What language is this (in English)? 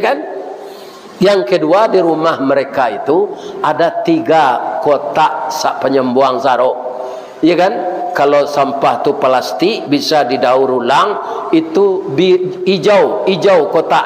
Minangkabau